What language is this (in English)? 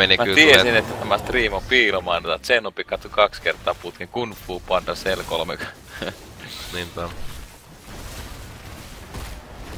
Finnish